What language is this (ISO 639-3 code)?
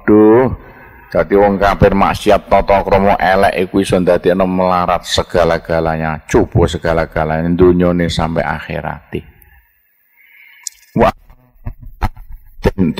jav